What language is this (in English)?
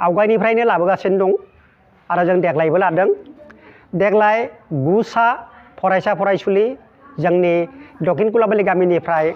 Bodo